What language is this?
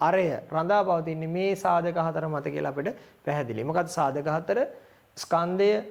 Sinhala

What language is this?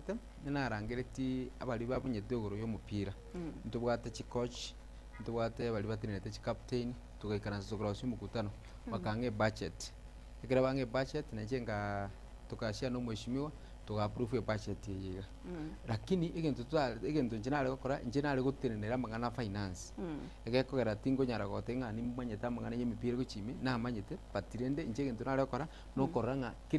Gusii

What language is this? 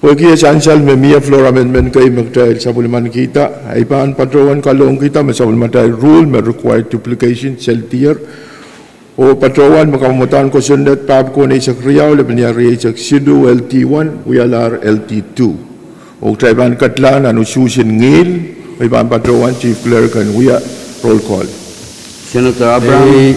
Pohnpeian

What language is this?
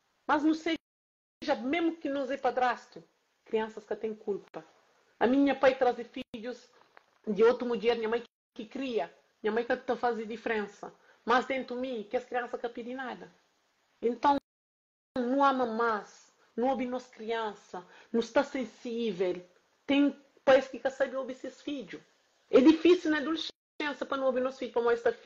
Kabuverdianu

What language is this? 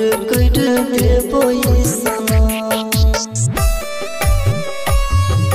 Bhojpuri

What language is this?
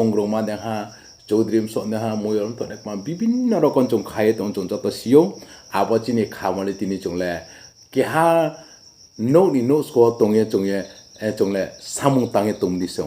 Riang (India)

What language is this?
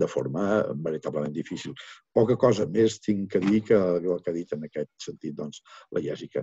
Catalan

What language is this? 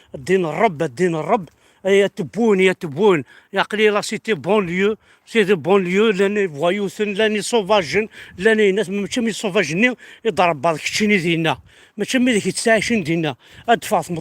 Kabyle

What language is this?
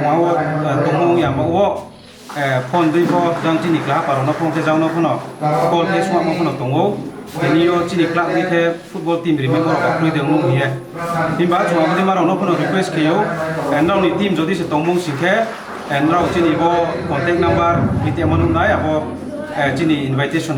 Kok Borok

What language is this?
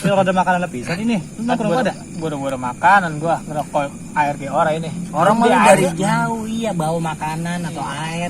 Betawi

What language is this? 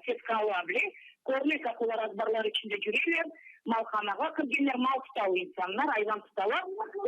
Crimean Tatar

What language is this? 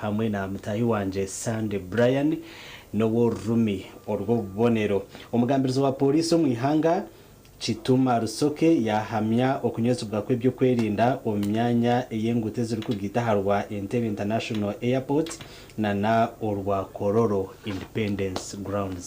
Nyankole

